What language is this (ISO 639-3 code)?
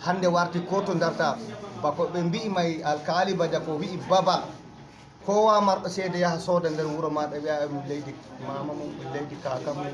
ful